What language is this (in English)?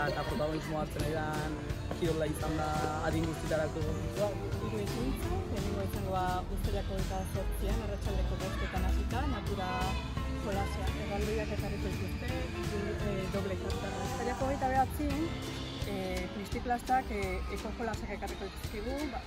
Basque